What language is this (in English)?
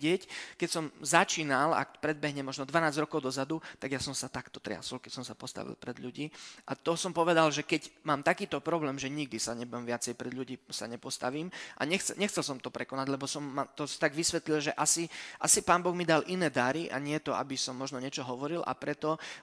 Slovak